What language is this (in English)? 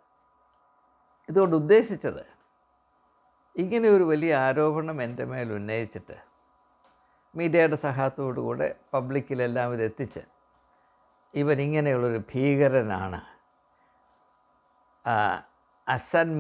Malayalam